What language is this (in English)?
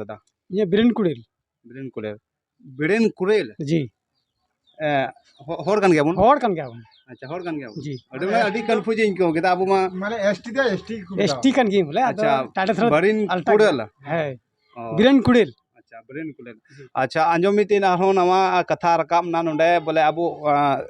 Santali